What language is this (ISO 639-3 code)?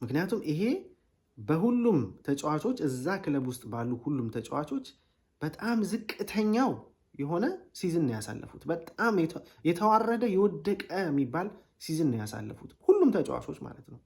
amh